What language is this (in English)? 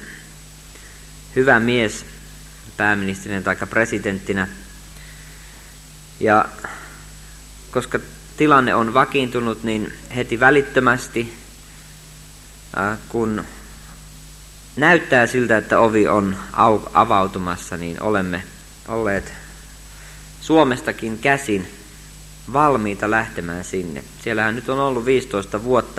Finnish